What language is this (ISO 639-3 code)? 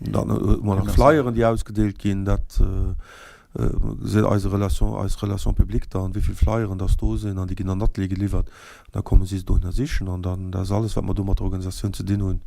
ltz